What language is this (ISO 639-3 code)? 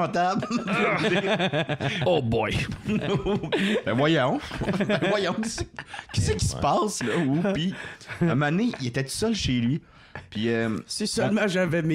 fra